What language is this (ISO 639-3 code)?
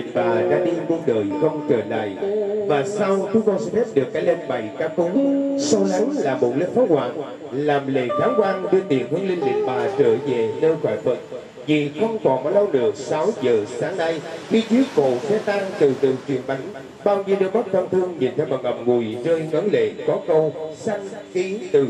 vie